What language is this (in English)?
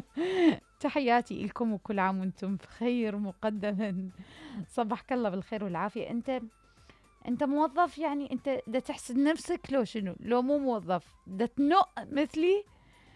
Mesopotamian Arabic